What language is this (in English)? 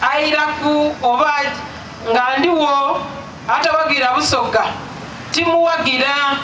Soga